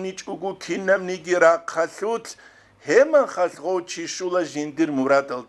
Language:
Avaric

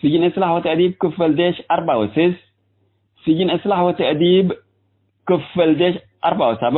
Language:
Tigre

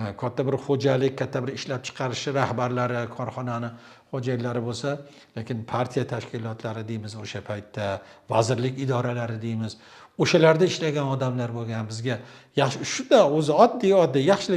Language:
Uzbek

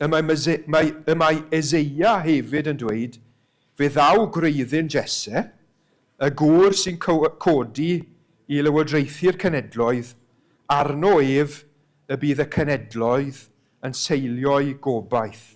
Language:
Welsh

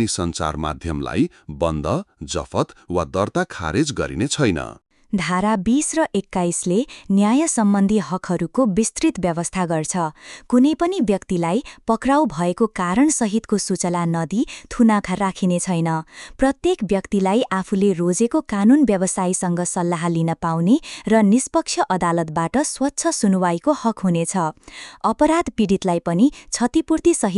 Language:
Nepali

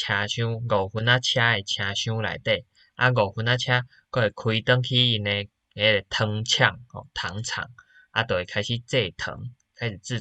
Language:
Min Nan Chinese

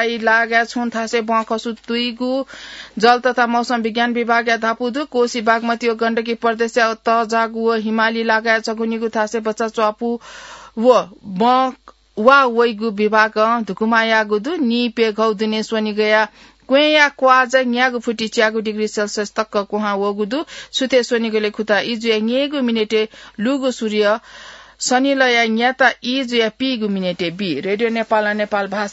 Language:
Newari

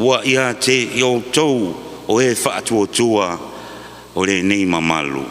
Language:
Samoan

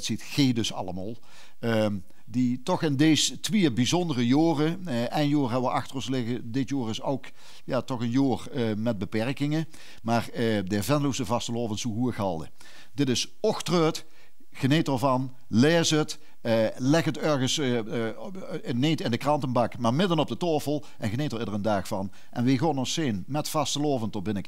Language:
Limburgish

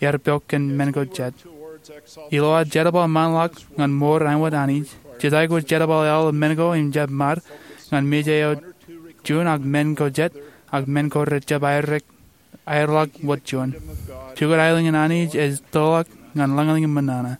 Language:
Marshallese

